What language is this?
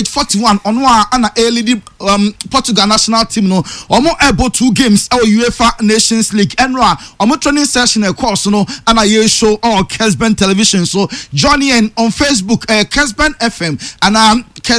Akan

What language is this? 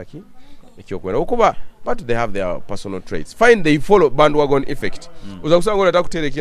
Nyoro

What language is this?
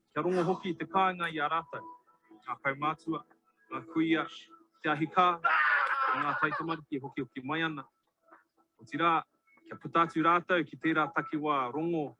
Māori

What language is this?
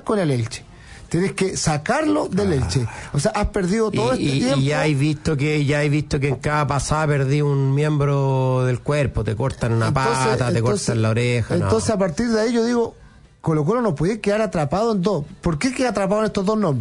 Spanish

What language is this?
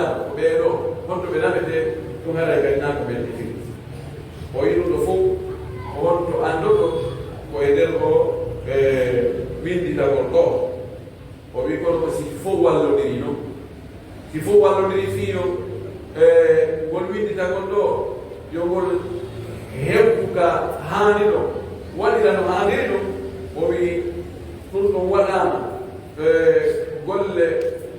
Pular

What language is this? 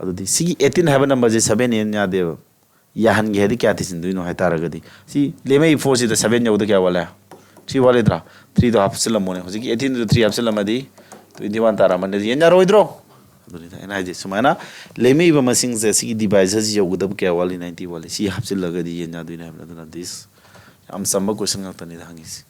Manipuri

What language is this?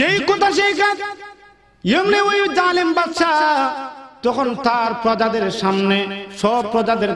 Sylheti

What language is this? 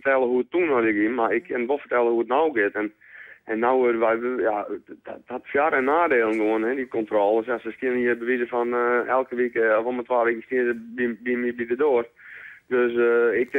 Western Frisian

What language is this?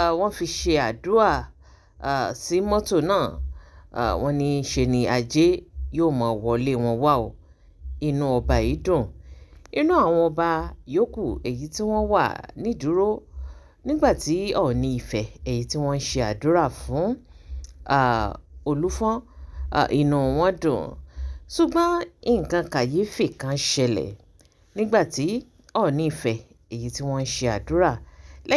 Yoruba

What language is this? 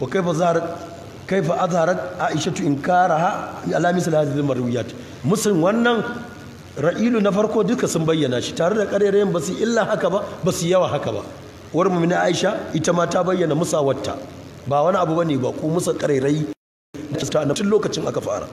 Hausa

